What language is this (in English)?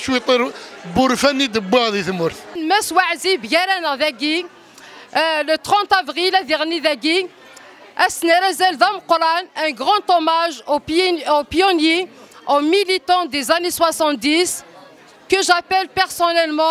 Kabyle